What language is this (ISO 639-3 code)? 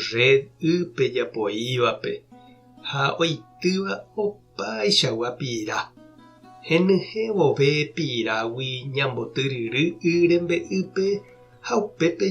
grn